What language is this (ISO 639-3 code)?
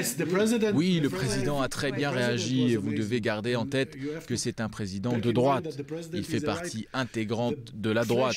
fra